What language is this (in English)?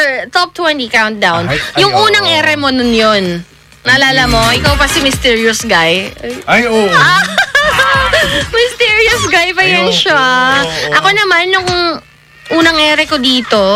Filipino